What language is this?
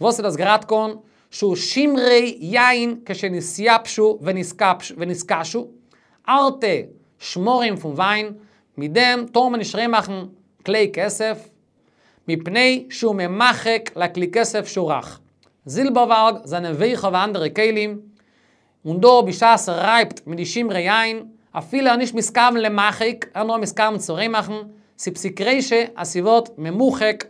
Yiddish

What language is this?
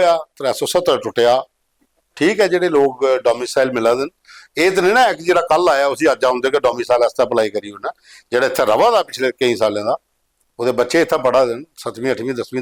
Dogri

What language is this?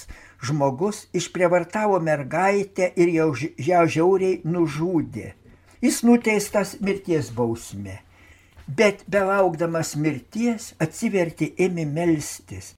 Lithuanian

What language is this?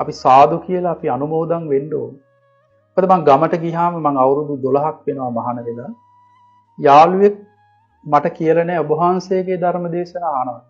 Sinhala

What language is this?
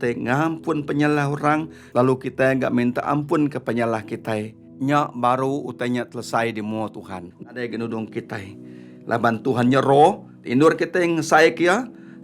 Iban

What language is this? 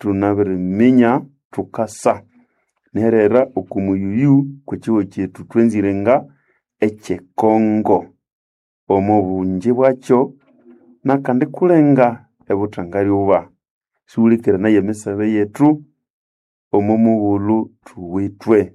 Nande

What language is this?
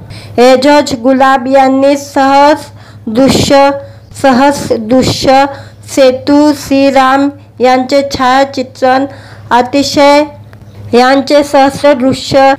Marathi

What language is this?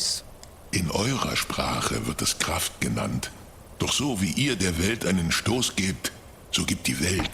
Swiss German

